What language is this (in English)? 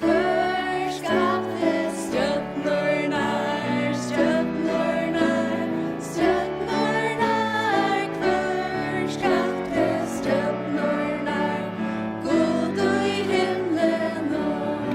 Faroese